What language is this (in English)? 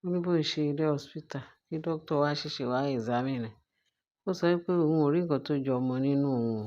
Yoruba